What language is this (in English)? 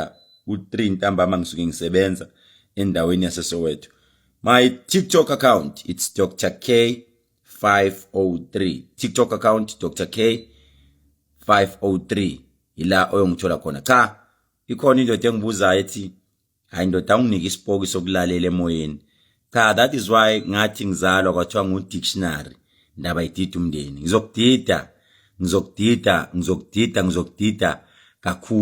Zulu